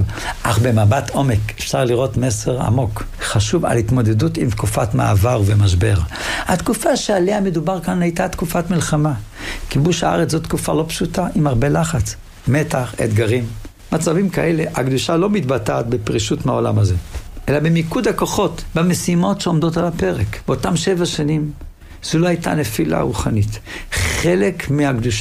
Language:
Hebrew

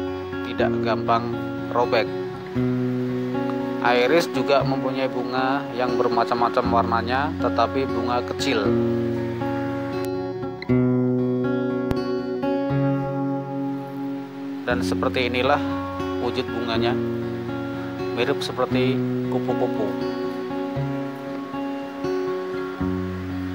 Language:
Indonesian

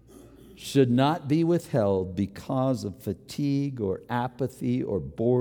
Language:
English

